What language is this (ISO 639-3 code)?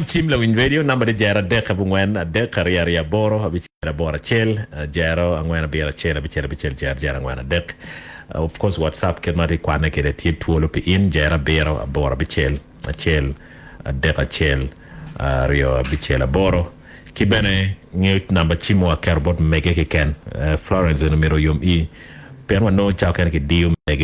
ach